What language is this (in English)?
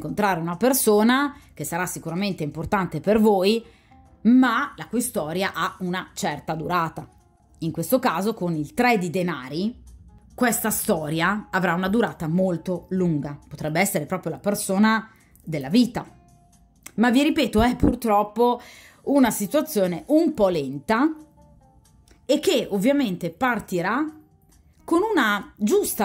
Italian